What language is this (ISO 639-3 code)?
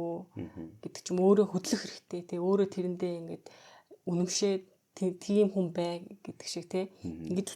mon